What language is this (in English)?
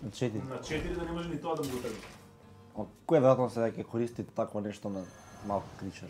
Macedonian